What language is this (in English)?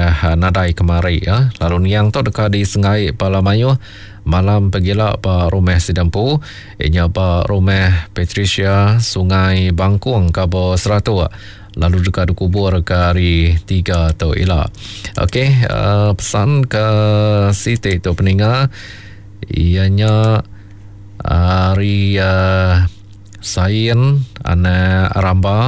Iban